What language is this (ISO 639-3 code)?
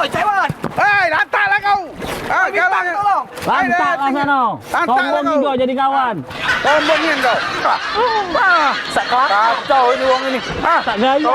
mui